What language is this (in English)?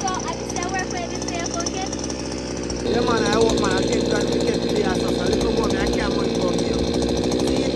Jamaican Creole English